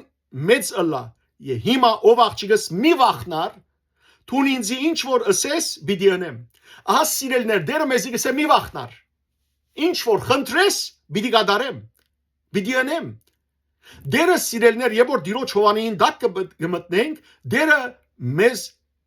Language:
Western Armenian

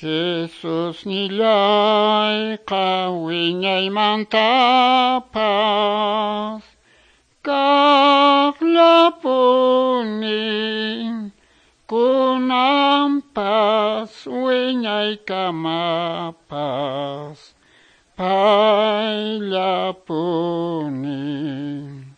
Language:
Quechua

